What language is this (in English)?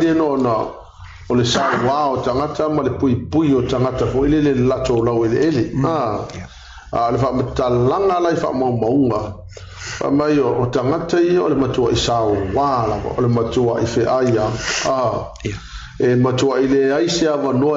Samoan